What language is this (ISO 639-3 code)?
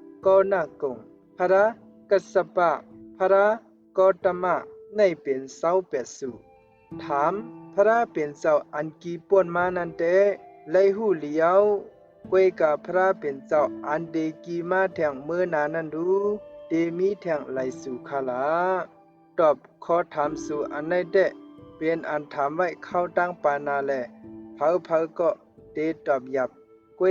shn